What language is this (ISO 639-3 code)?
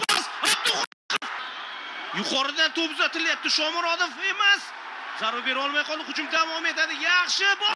uzb